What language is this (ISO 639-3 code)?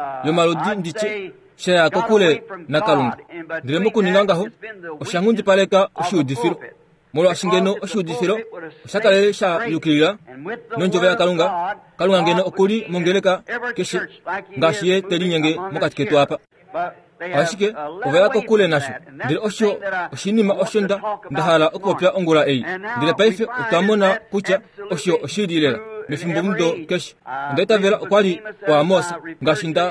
kua